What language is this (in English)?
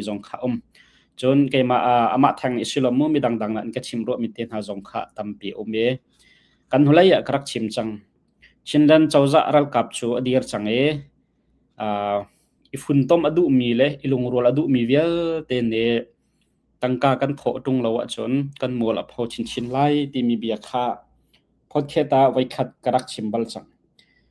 Hakha Chin